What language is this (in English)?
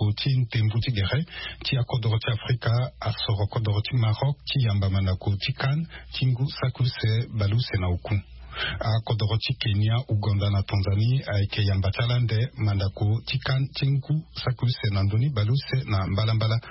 Sango